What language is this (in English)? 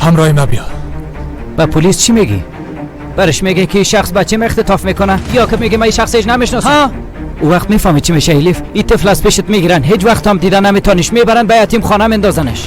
Persian